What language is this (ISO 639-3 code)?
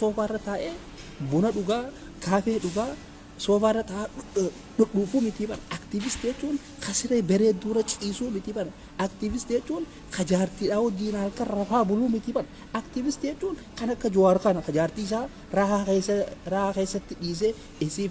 orm